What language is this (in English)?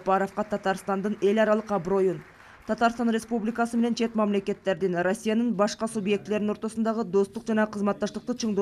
Kyrgyz